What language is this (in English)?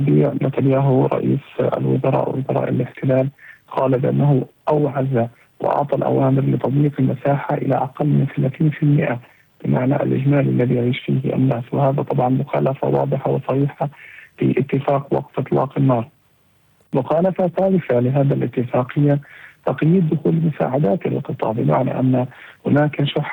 Arabic